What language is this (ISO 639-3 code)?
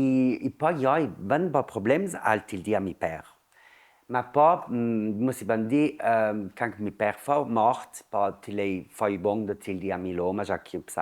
lld